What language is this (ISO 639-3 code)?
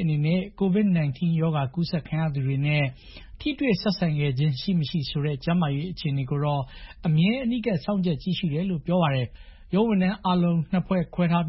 mya